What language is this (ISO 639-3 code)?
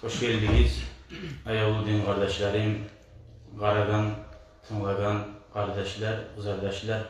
kum